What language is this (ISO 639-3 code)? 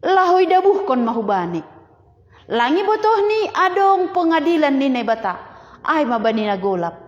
bts